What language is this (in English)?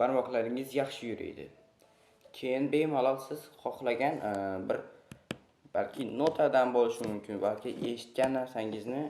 Uzbek